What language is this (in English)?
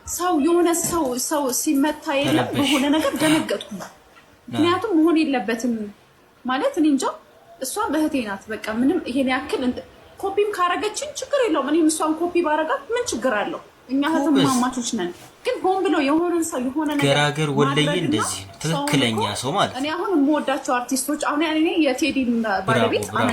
Amharic